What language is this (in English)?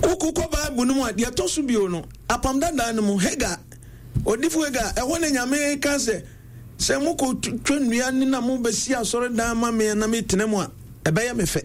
Akan